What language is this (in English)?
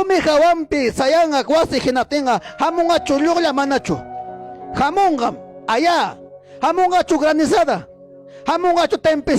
Ayacucho Quechua